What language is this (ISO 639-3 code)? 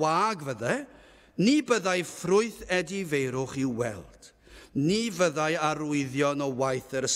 cym